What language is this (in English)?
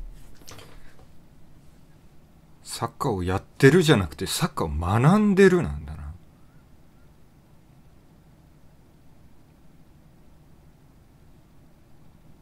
Japanese